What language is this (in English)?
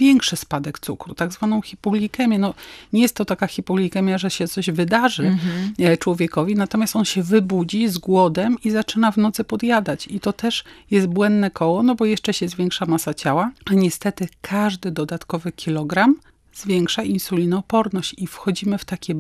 Polish